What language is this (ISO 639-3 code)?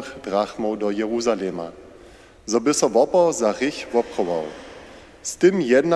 hsb